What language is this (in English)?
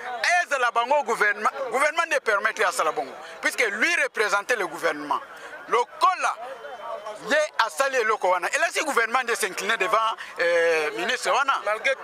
Lingala